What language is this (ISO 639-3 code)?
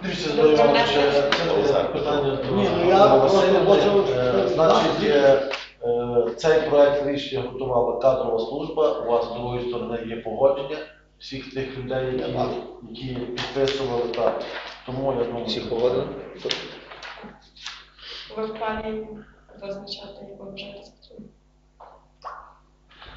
ukr